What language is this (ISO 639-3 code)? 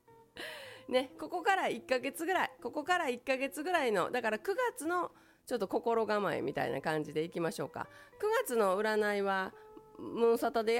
jpn